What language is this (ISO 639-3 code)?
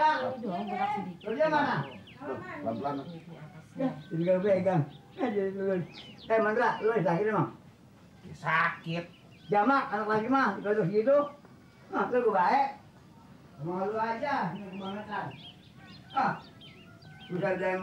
bew